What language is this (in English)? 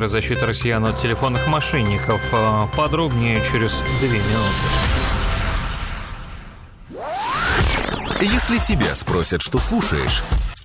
Russian